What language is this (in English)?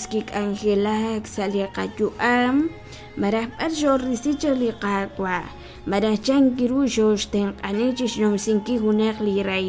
Kekchí